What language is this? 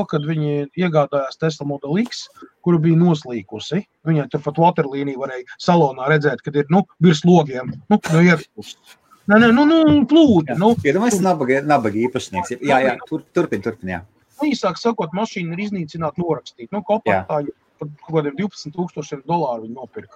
Latvian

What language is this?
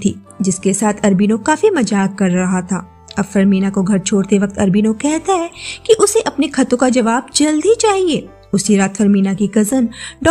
Hindi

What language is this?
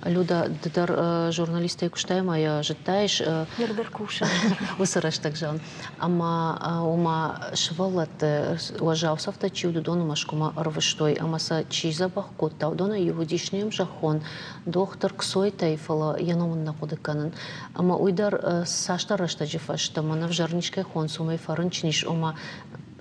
Ossetic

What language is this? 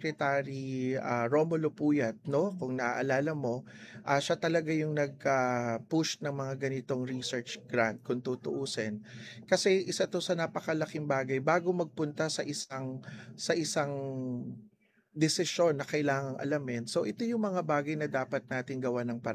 Filipino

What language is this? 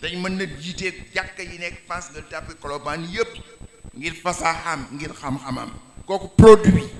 Wolof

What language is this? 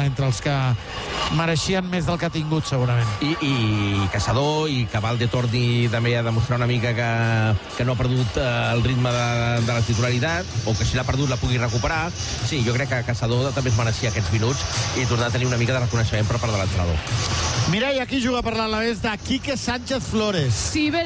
Catalan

